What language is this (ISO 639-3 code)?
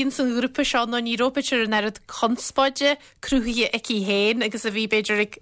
gle